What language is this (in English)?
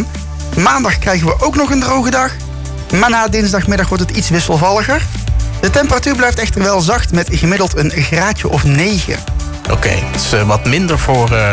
Dutch